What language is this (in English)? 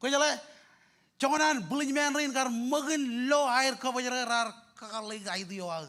Marshallese